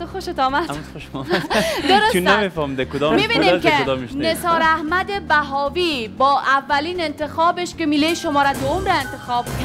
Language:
Persian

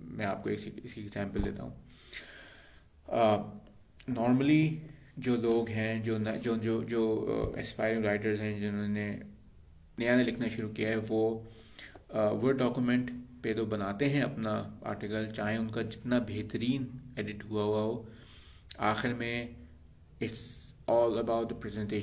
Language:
Hindi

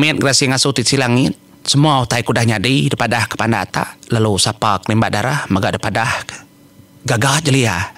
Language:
Iban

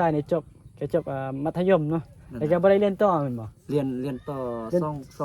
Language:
Northeastern Thai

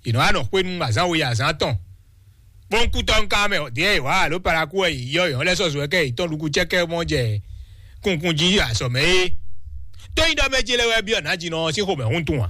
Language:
Fon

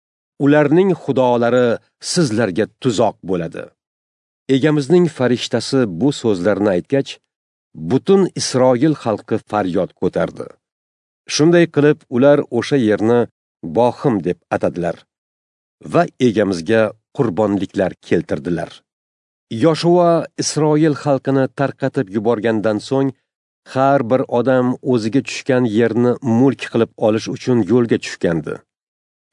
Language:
Uzbek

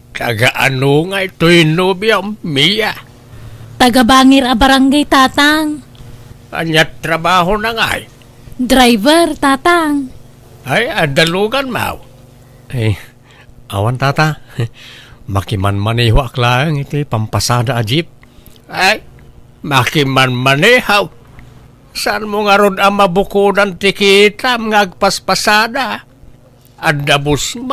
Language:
Iloko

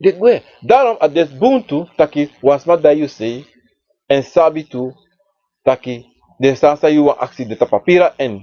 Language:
Sranan Tongo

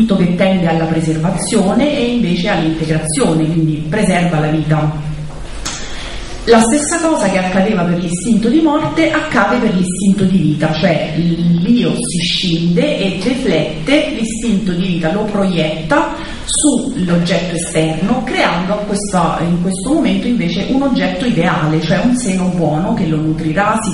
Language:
Italian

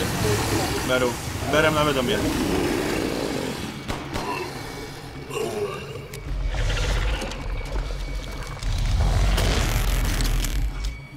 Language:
Czech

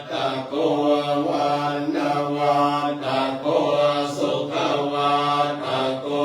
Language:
Pali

